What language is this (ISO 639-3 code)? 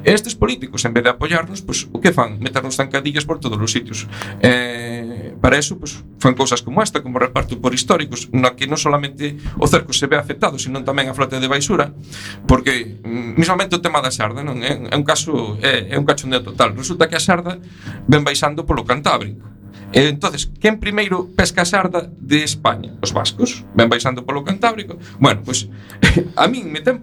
glg